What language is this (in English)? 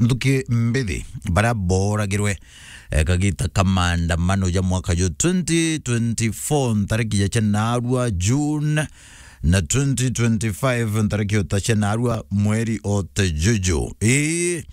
Meru